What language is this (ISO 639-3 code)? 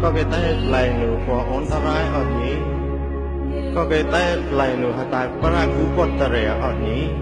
mnw